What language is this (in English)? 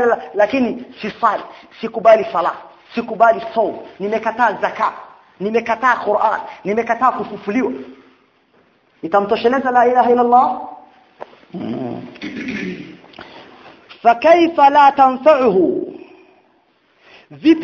Swahili